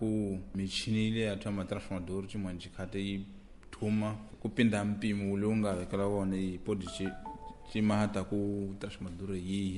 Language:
Tsonga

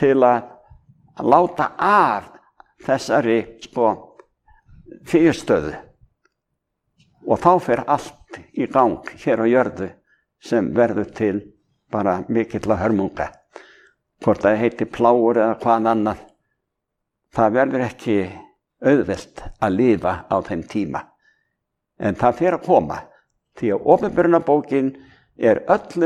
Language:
Icelandic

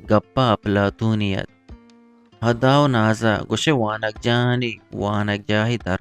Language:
Eastern Balochi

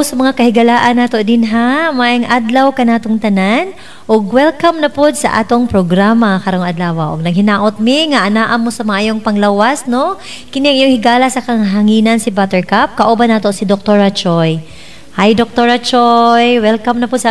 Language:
Cebuano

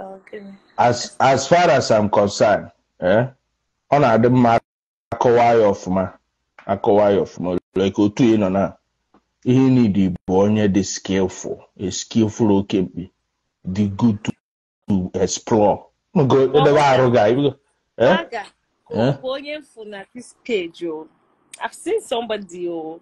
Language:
Igbo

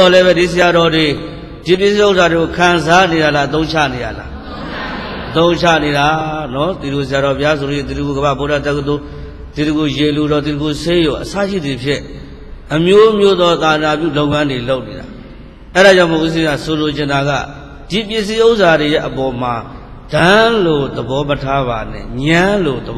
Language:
Burmese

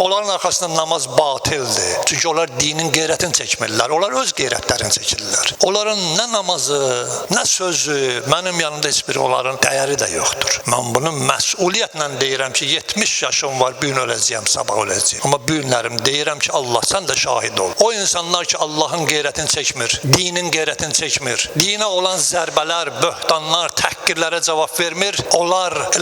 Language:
Azerbaijani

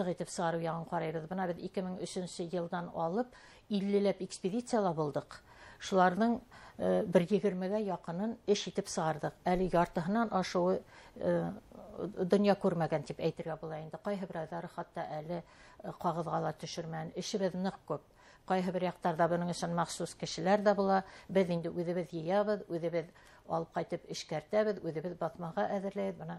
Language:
Bashkir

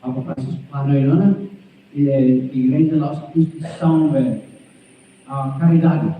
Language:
Tetum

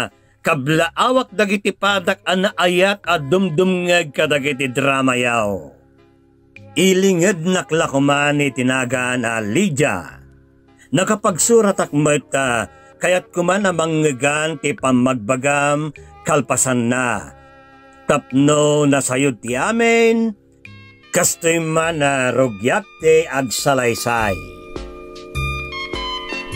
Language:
Iloko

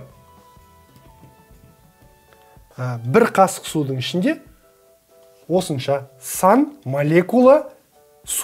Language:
Kazakh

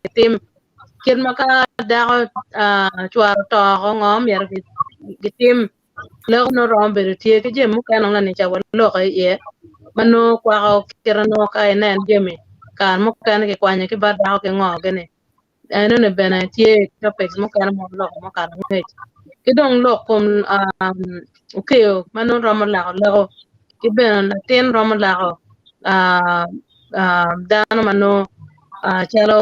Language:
Acoli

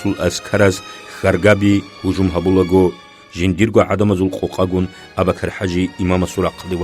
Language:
Avaric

